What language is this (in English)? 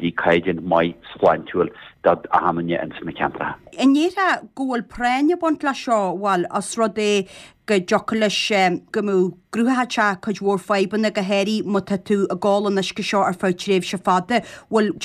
Irish